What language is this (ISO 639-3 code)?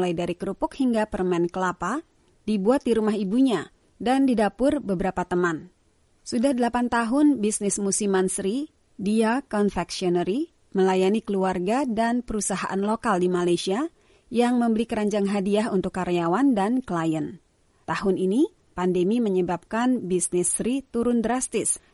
ind